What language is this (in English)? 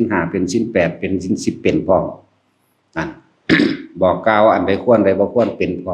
Lao